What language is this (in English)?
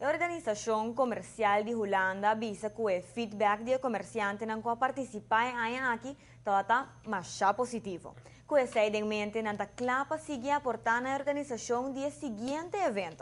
Papiamento